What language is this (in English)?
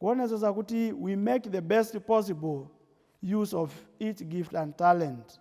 Nyanja